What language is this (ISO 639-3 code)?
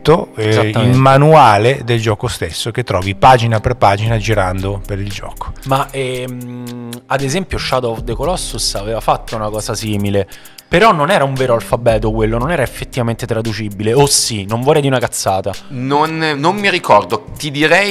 ita